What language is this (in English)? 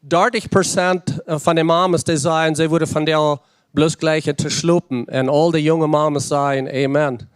Plautdietsch